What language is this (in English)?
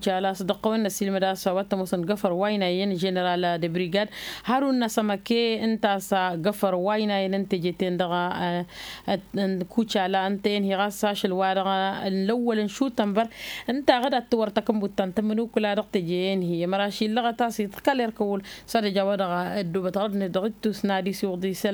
Tamasheq